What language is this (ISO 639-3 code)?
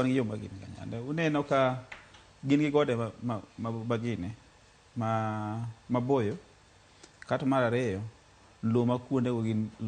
luo